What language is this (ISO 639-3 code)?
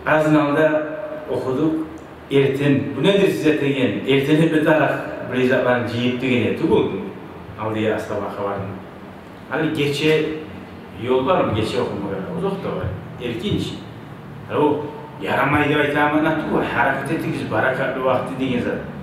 kum